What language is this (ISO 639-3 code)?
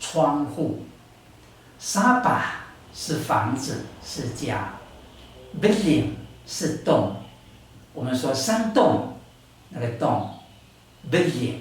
trv